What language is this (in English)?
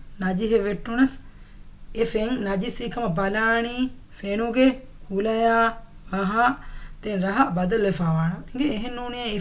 Divehi